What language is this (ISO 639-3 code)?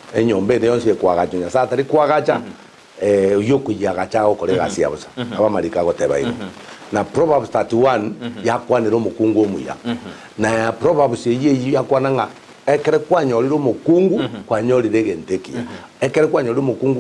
guz